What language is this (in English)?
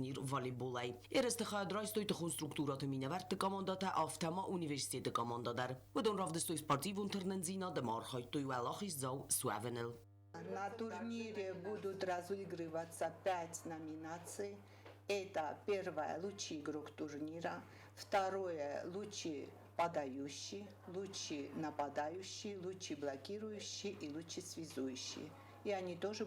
Ossetic